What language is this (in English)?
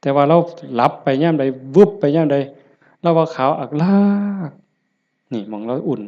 Northeastern Thai